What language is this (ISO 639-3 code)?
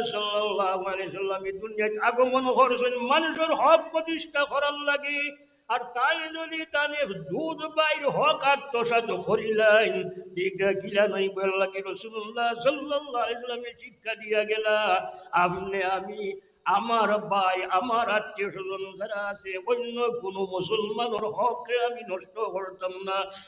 syl